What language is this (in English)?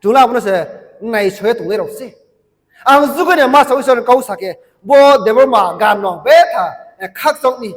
Riang (India)